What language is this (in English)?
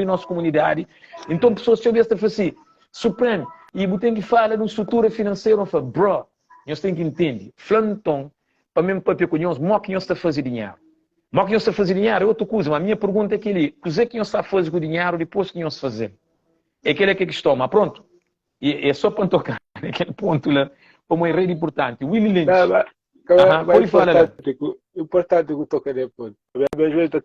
Kabuverdianu